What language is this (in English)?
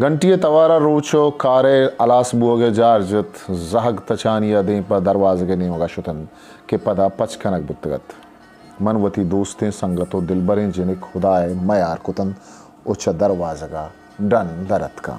Eastern Balochi